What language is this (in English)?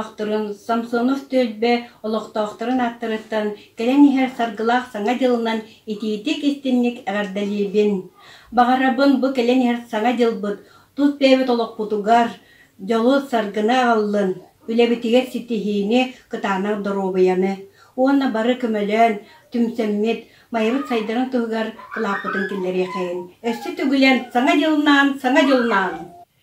Yakut